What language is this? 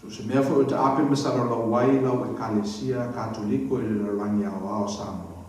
Samoan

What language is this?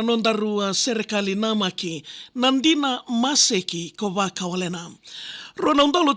Fijian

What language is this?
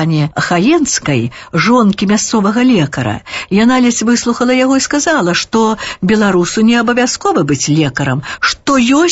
Belarusian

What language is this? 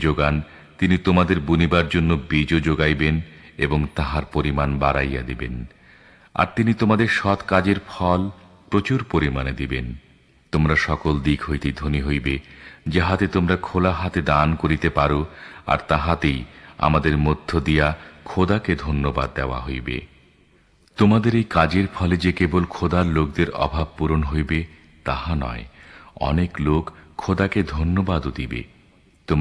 Bangla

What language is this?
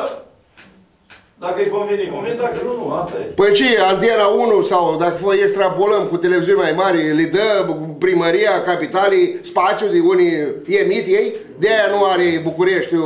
Romanian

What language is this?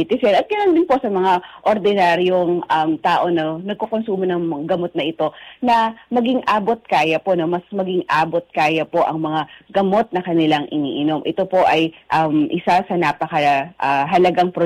Filipino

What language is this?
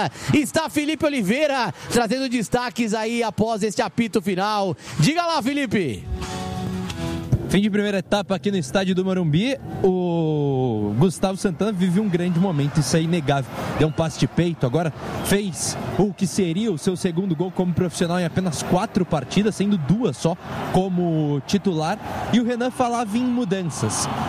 Portuguese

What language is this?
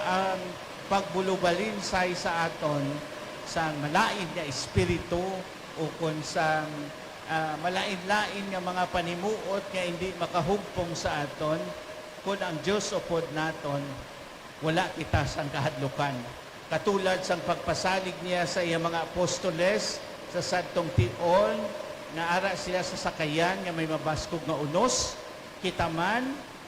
Hiligaynon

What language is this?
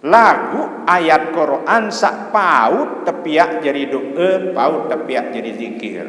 Sasak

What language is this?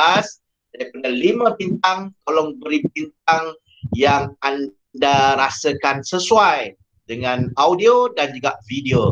Malay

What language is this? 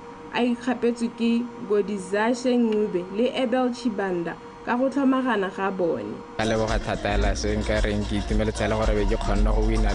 Tswana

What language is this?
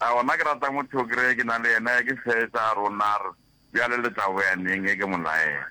Northern Sotho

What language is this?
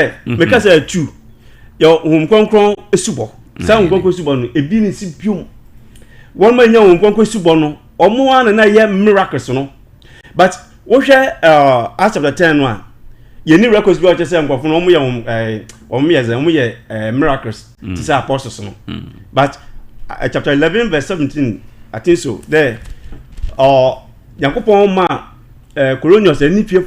Akan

